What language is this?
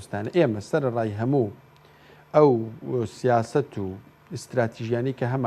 Central Kurdish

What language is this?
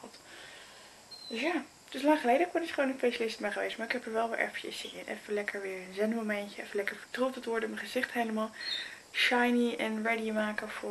Dutch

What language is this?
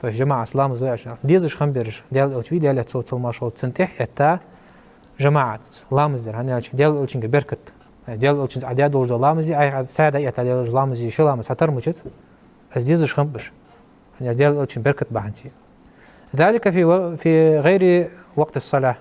Ingush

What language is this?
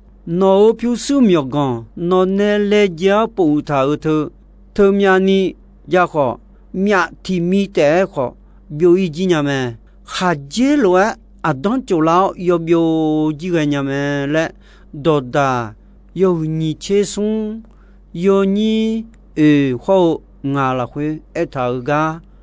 Akha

